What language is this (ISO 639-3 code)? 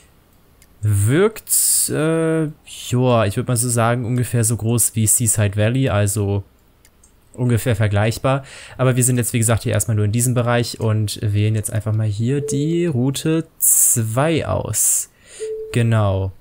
deu